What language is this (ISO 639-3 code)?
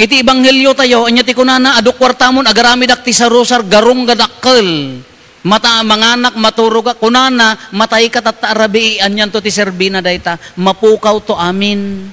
ilo